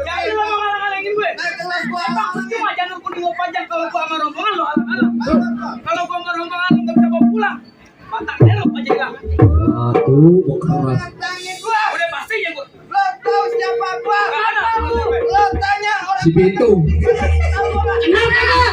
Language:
Betawi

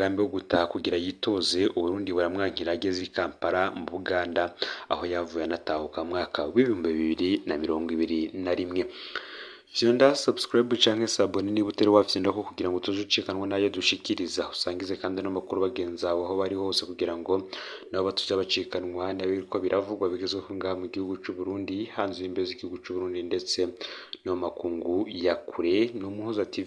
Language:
Rundi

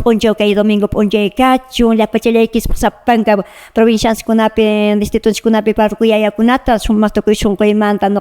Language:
Quechua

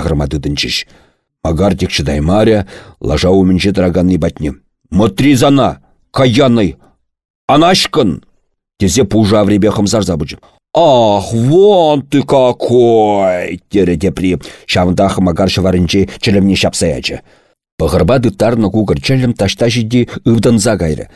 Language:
Chuvash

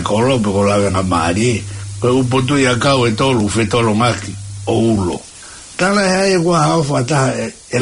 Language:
Tongan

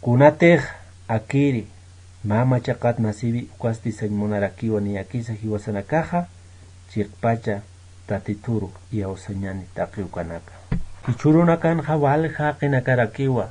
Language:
Aymara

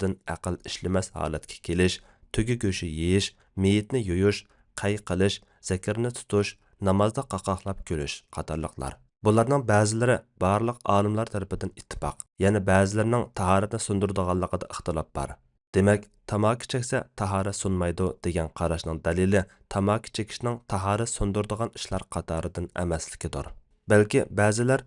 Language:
Uyghur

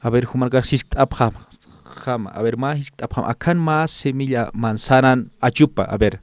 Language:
Aymara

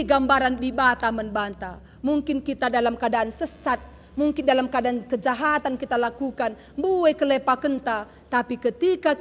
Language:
Batak Karo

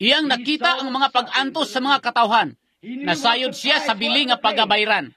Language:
Cebuano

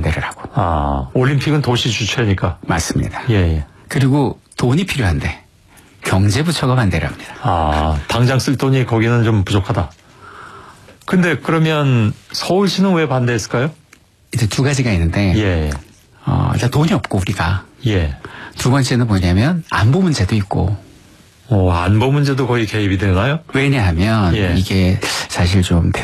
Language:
Korean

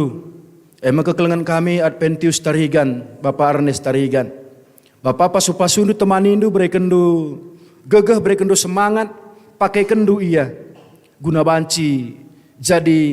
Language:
Batak Karo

